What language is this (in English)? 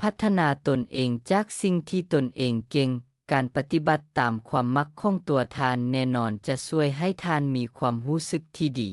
Lao